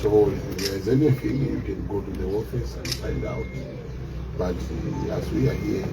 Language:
Nyanja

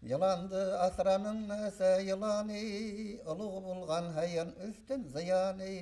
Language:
Bashkir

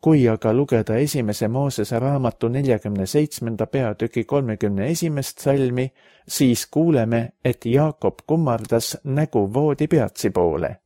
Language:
Estonian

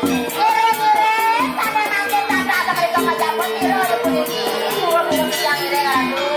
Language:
Balinese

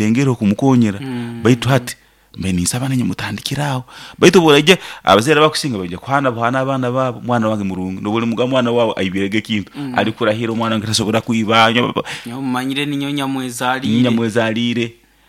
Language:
Nyoro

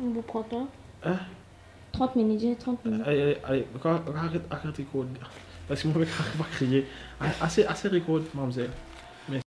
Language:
Morisyen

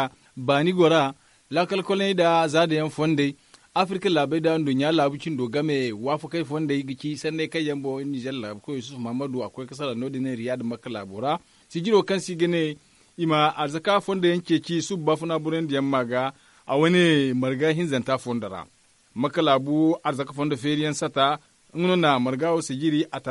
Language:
Zarma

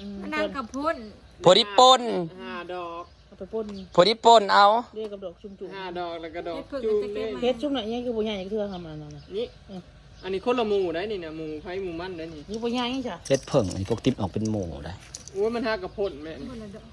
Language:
Northeastern Thai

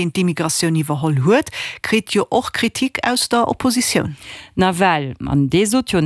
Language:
Luxembourgish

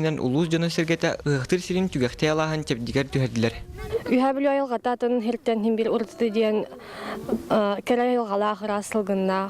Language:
Yakut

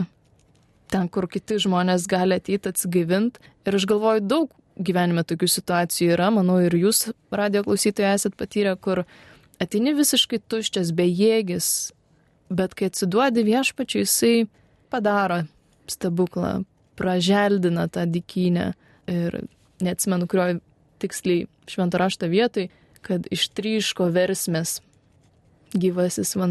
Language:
Lithuanian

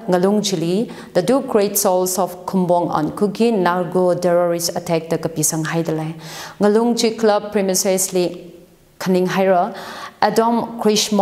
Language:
Tangkhul Naga (India)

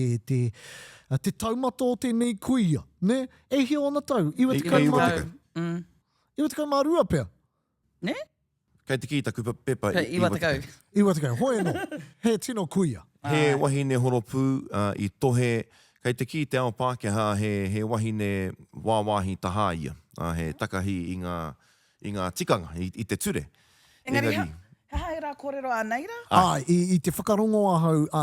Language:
Māori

